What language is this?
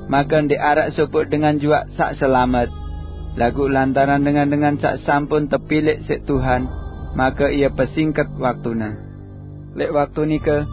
Sasak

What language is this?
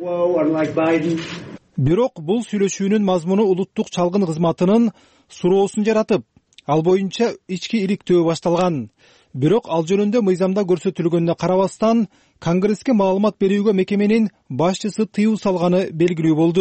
Kyrgyz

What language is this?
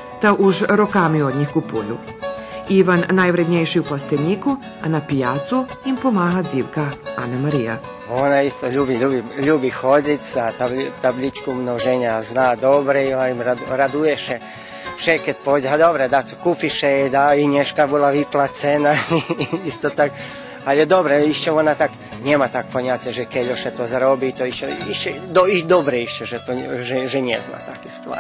Rusyn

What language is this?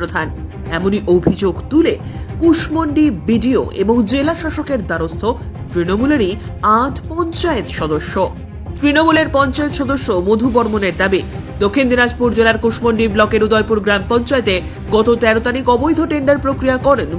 Bangla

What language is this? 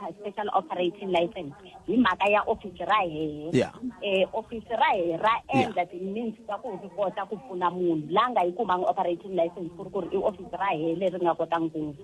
Tsonga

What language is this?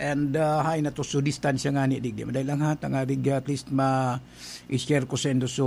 Bikol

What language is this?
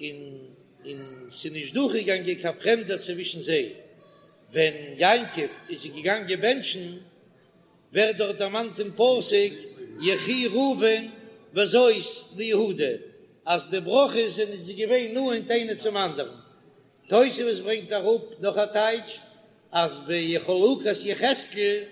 Yiddish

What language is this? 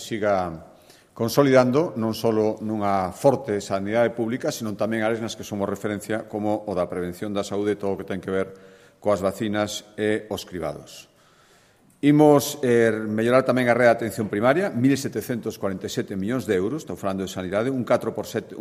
Galician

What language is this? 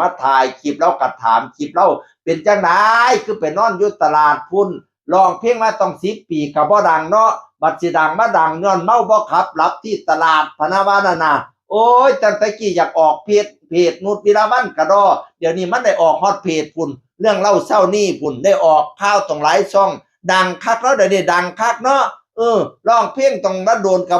Northeastern Thai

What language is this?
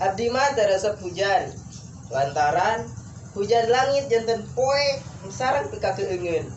Sundanese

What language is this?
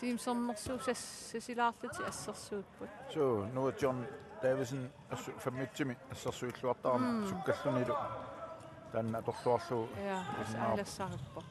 Kalaallisut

